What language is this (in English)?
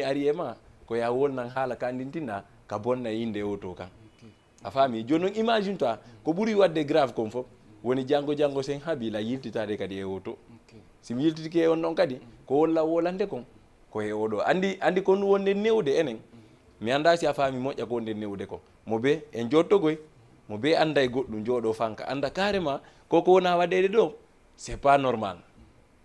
Fula